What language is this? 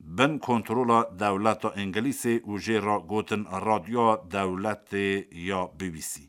Kurdish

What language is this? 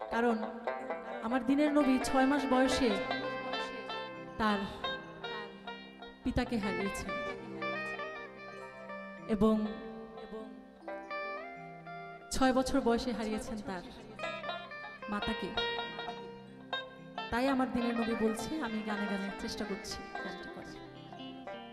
Bangla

